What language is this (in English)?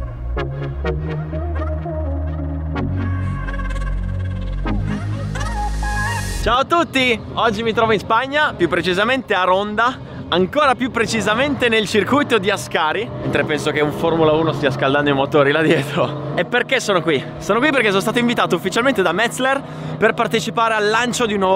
Italian